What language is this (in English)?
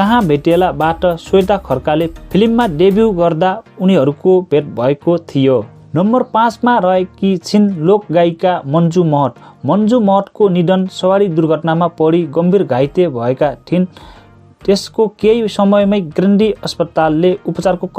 Nepali